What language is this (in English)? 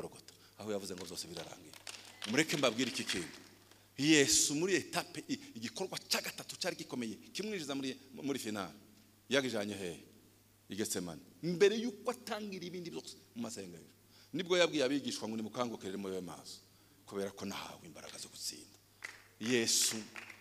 Kinyarwanda